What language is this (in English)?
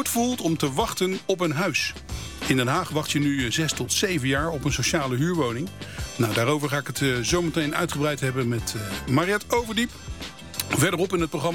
Dutch